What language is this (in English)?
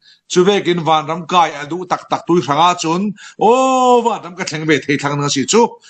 Falam Chin